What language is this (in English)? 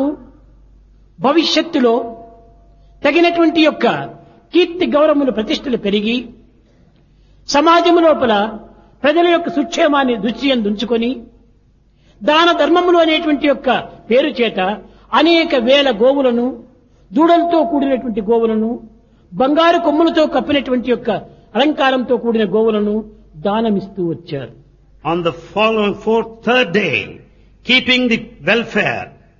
Telugu